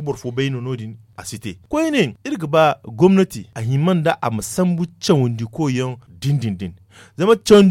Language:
Zarma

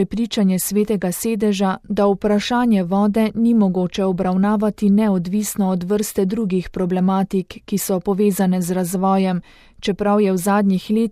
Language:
Slovenian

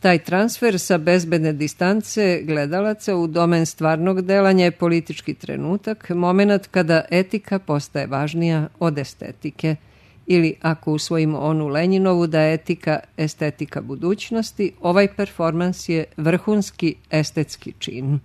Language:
Serbian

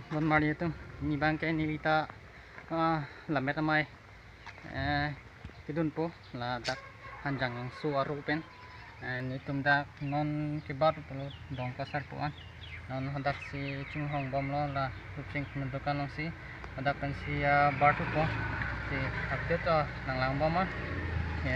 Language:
Karbi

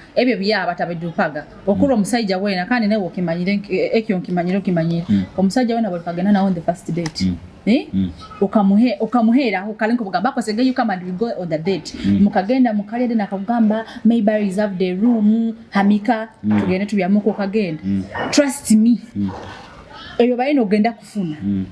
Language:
Nyoro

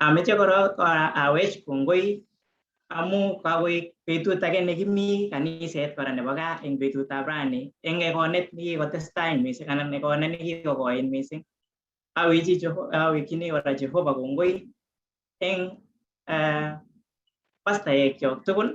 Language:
Kalenjin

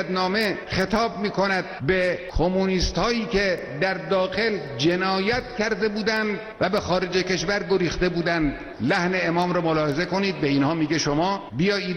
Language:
Persian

